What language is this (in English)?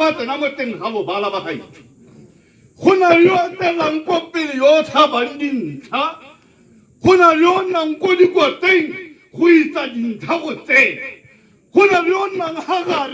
Tswana